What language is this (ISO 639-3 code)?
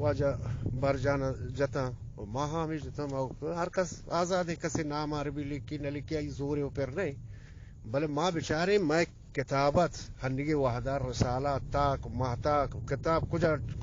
bgp